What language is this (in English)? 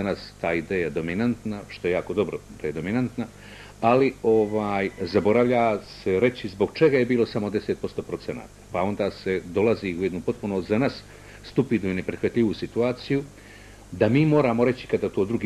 Bosnian